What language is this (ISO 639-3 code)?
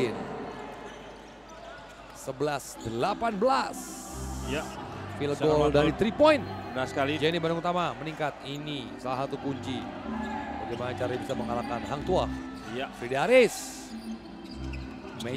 ind